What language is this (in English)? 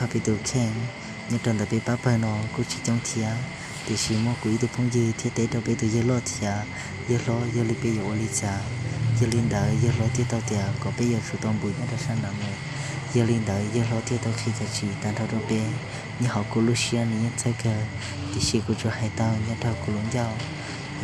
Hmong